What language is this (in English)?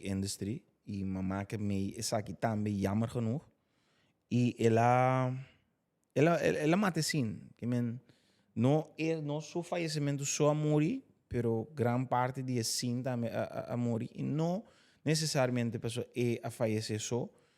Papiamento